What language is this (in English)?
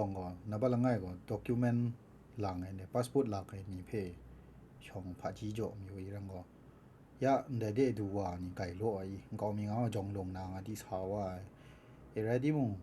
Kachin